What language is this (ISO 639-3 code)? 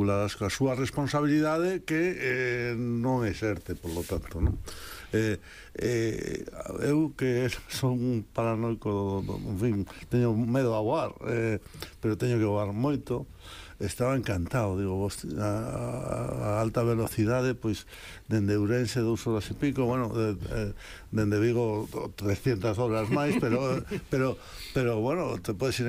glg